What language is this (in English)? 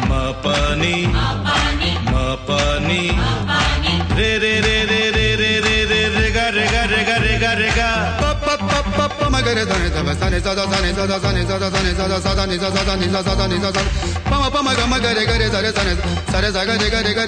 Hindi